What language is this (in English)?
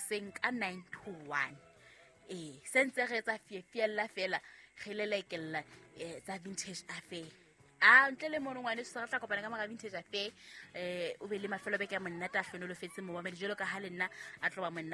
Southern Sotho